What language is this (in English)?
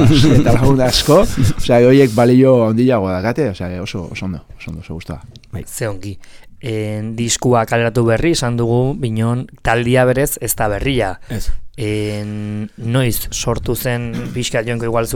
Basque